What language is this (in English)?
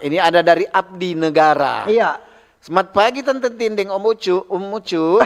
Manado Malay